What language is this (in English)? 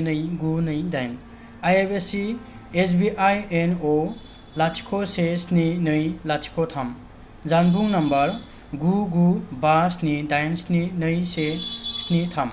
Bodo